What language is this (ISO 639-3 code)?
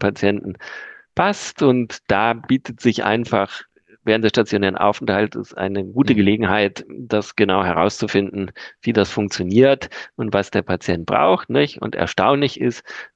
deu